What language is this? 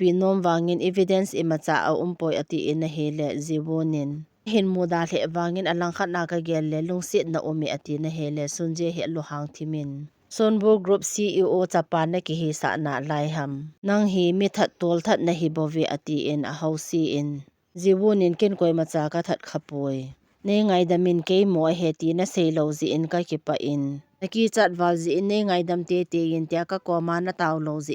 Thado Chin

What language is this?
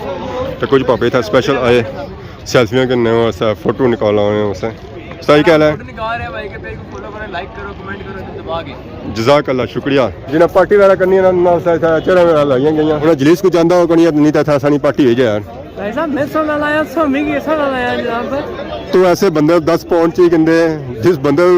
Pahari-Potwari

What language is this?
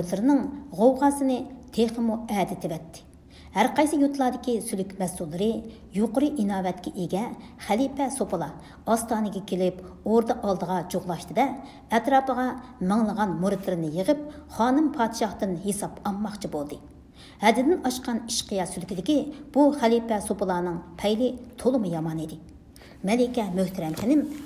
Uyghur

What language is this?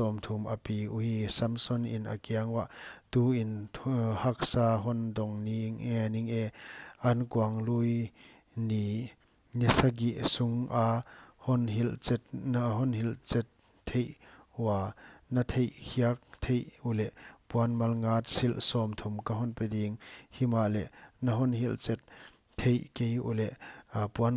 Paite Chin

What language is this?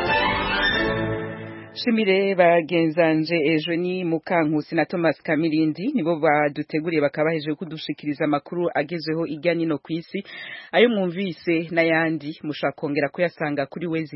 Kinyarwanda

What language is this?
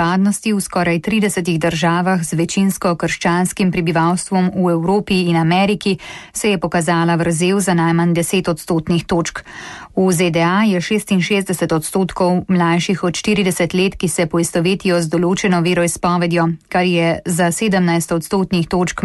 Slovenian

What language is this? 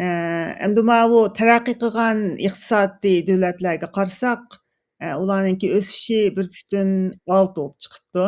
Uyghur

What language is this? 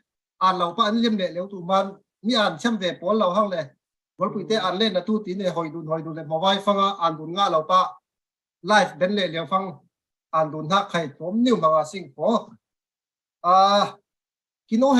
Falam Chin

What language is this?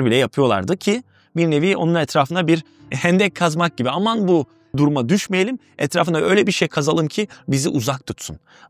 Turkish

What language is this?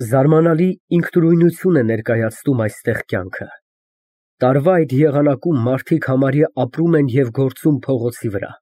Armenian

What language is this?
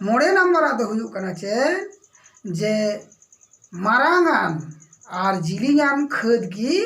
Santali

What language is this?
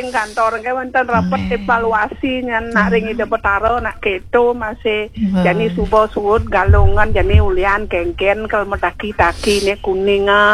Balinese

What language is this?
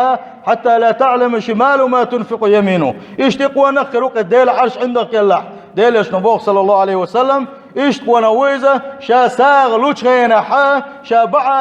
Chechen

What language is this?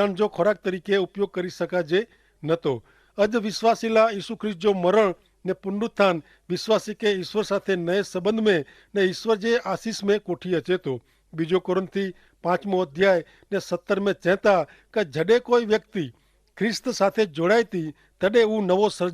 Kachhi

